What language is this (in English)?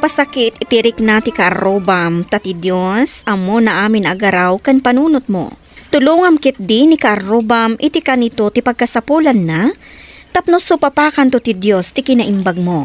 Iloko